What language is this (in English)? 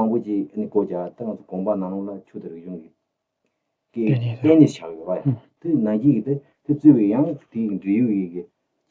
Tibetan